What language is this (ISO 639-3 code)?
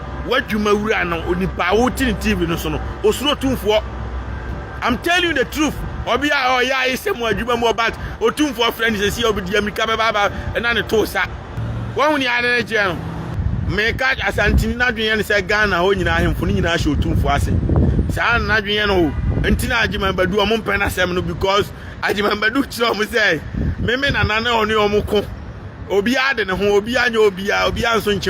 aka